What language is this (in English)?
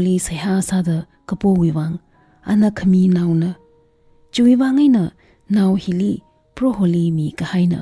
Tangkhul Naga (India)